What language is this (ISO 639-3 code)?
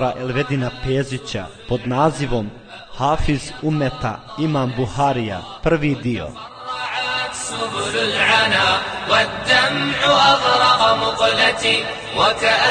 bos